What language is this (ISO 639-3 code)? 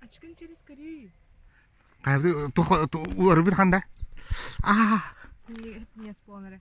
sah